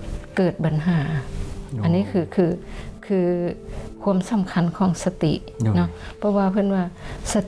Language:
Lao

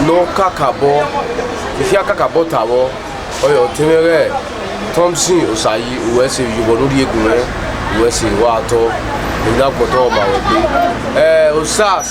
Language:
Bini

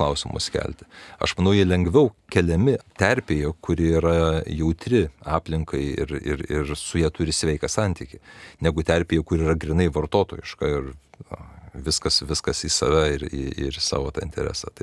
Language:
Lithuanian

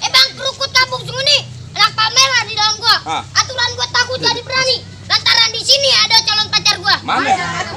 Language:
Betawi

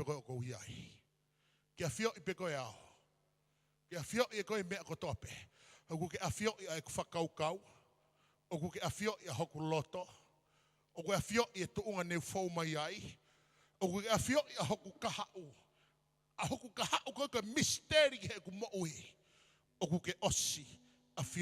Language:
Tongan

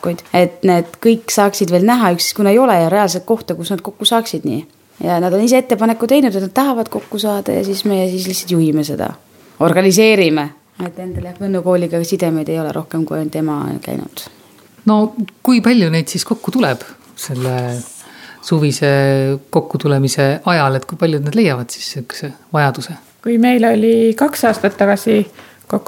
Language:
Estonian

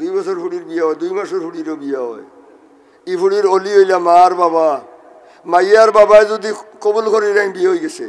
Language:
Sylheti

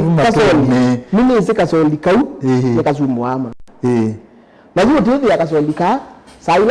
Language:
Kamba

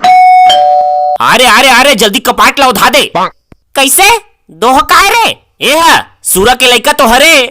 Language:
Chhattisgarhi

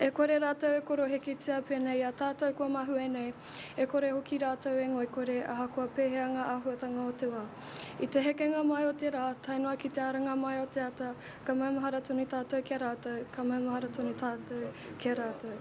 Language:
Māori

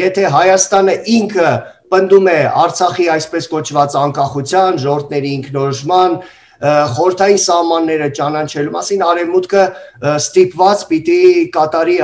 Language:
Armenian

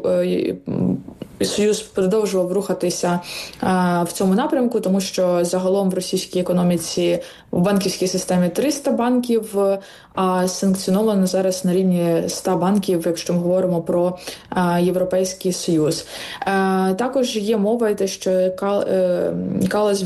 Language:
Ukrainian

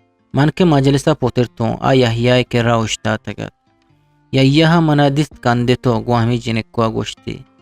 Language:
Eastern Balochi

